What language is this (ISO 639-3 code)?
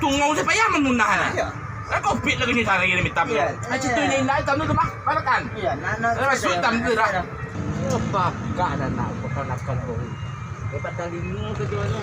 min